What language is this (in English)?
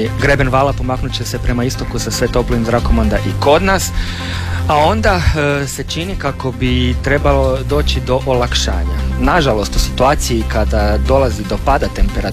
Croatian